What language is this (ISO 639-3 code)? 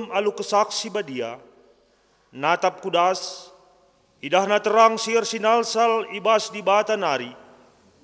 btx